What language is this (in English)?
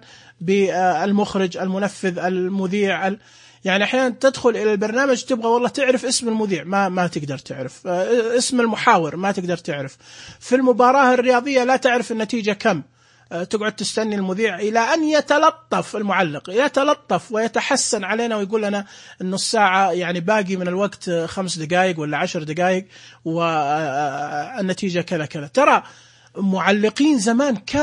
Najdi Arabic